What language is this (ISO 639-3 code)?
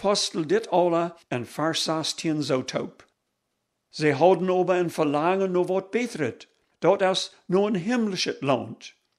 pdt